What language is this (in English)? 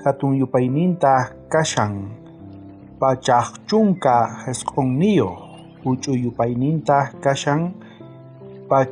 South Bolivian Quechua